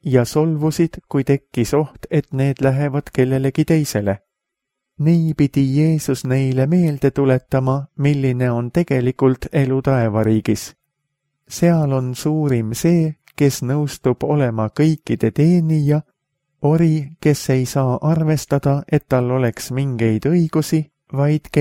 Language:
Estonian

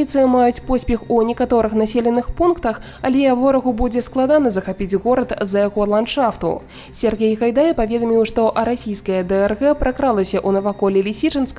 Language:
Belarusian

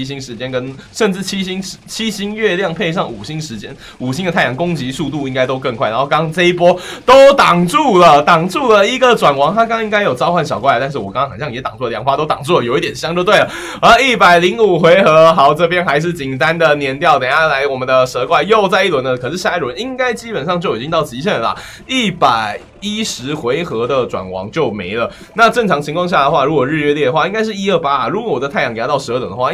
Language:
Chinese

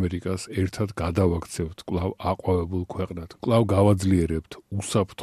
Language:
Georgian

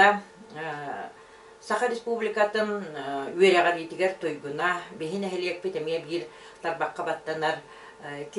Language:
Yakut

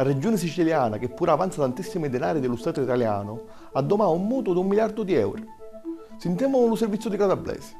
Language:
Sicilian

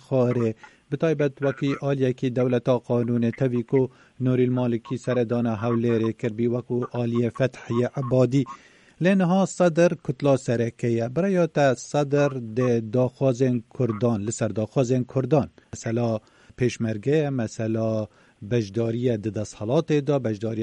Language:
Kurdish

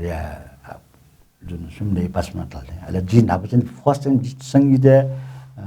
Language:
Newari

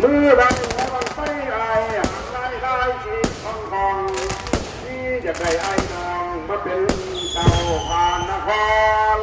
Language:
Northeastern Thai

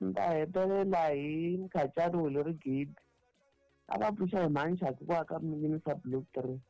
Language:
Tsonga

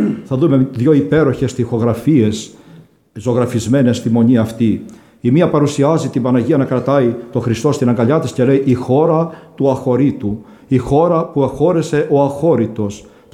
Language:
Greek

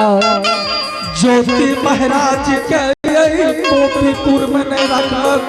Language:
Angika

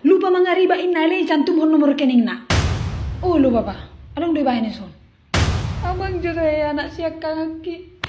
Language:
Batak Toba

